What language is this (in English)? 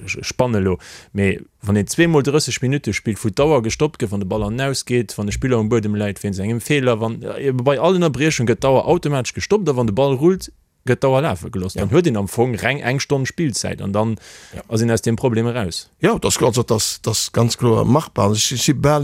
Luxembourgish